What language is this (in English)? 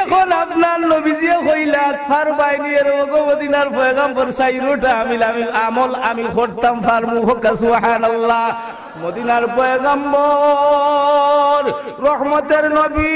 Sylheti